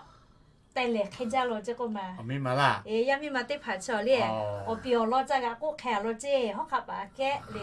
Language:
Lahu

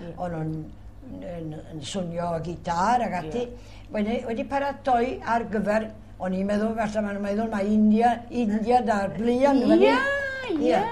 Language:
Welsh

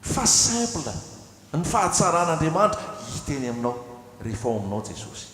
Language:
Malagasy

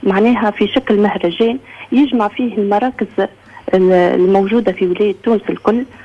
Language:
Tunisian Arabic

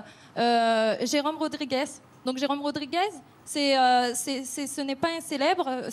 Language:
French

